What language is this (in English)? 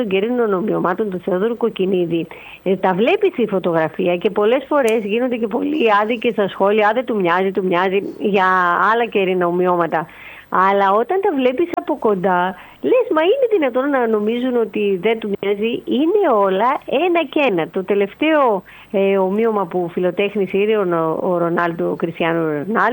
Greek